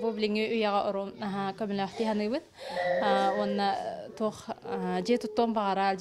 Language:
Yakut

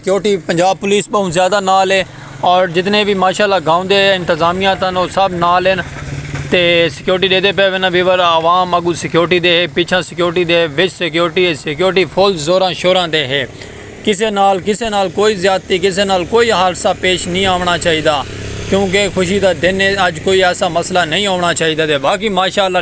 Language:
Saraiki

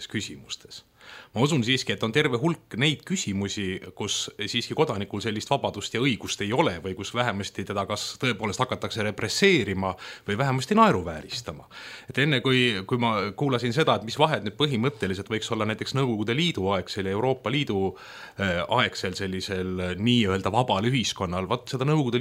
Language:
Estonian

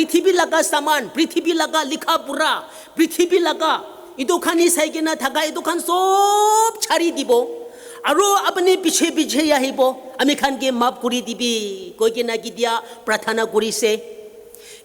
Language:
Naga Pidgin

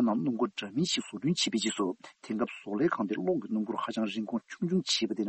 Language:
Tibetan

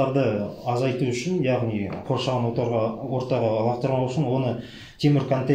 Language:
Kazakh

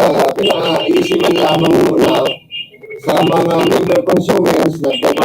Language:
Bikol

